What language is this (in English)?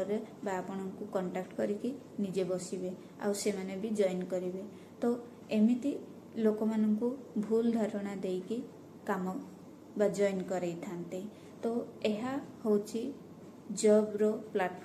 Odia